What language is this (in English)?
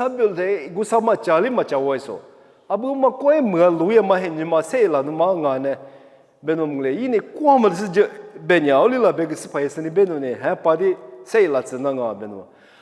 Lisu